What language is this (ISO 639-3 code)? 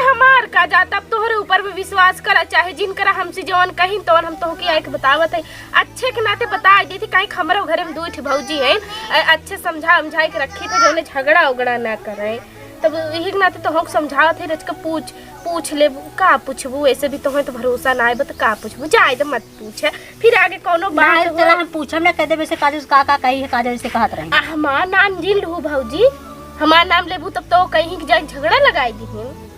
awa